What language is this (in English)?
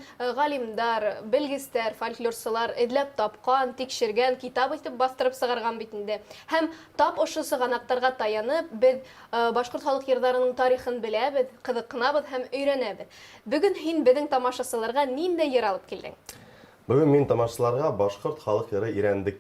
Bashkir